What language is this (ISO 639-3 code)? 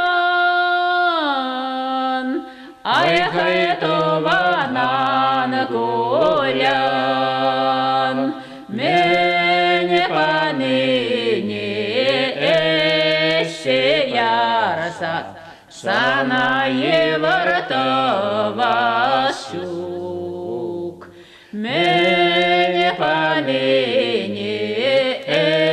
chv